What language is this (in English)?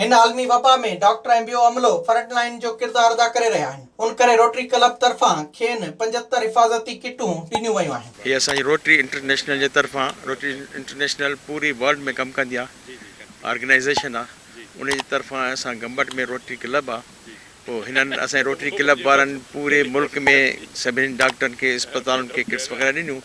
Sindhi